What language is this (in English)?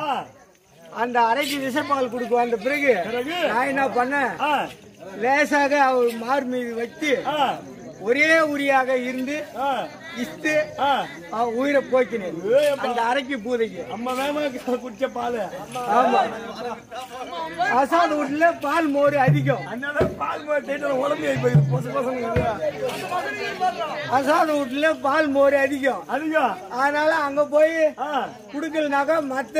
Tamil